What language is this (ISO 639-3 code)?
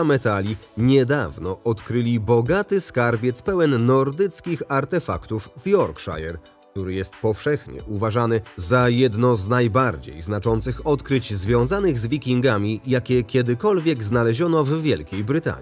pol